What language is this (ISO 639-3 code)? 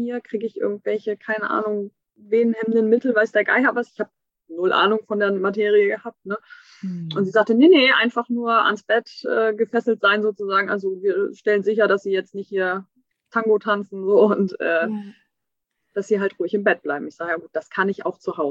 deu